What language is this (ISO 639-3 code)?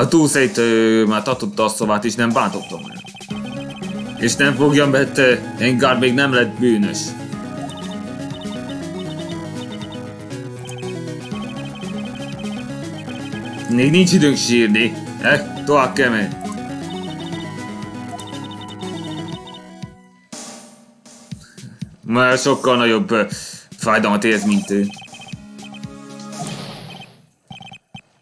hun